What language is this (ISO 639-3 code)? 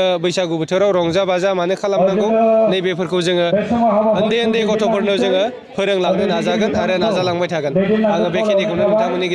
brx